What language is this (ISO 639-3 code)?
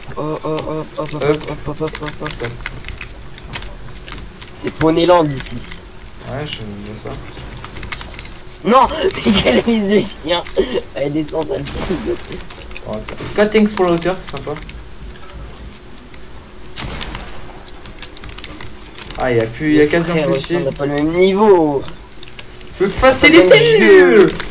fra